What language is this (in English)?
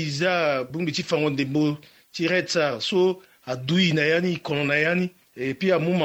Sango